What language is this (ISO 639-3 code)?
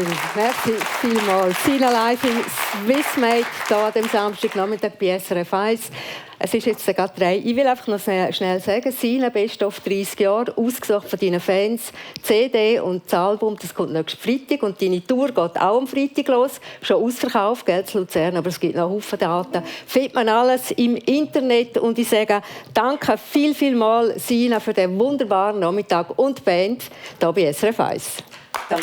gsw